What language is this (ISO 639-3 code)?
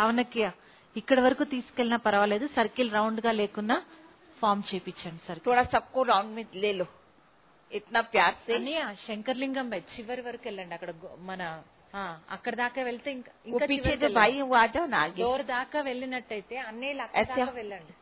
tel